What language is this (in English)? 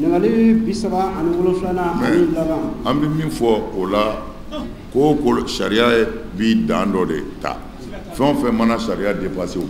Bambara